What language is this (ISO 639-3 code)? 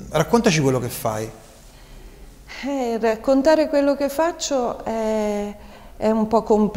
ita